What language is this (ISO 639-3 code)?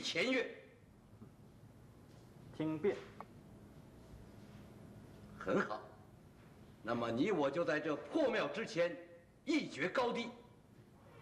zho